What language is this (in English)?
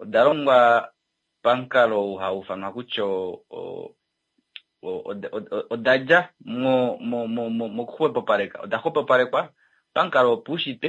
Kuanyama